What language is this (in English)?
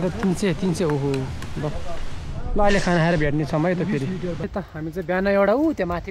Nepali